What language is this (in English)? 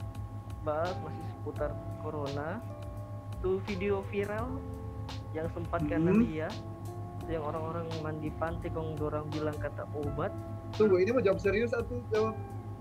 Manado Malay